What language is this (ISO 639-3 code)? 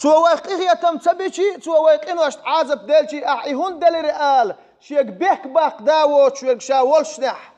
che